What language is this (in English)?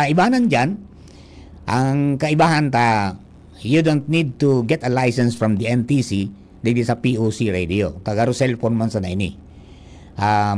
Bikol